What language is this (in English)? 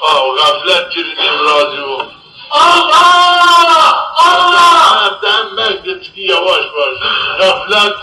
Zaza